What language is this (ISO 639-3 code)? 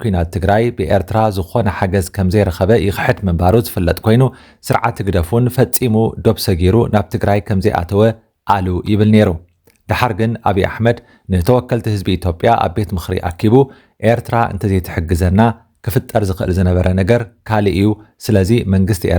tir